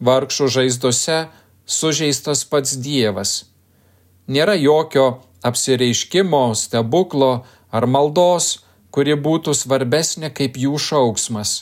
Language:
Lithuanian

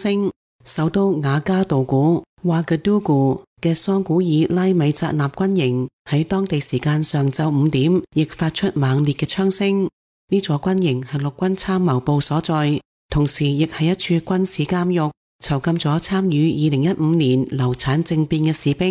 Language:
Cantonese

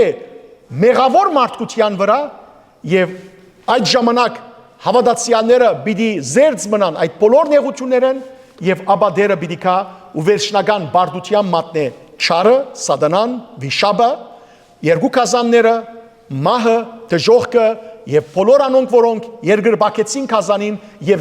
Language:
Western Armenian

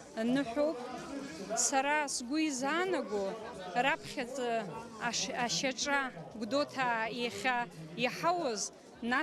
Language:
Abkhazian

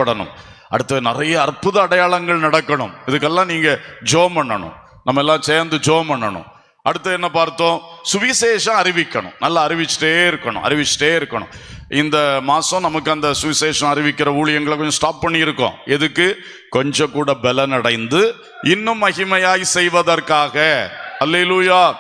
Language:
Tamil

